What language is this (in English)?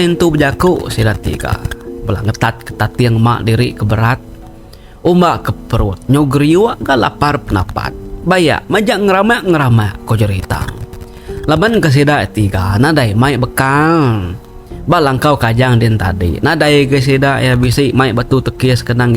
Iban